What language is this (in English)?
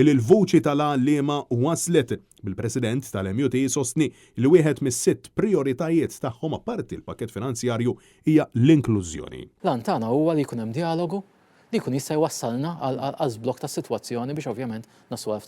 Maltese